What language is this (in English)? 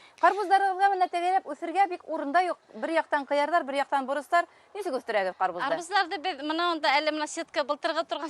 Bashkir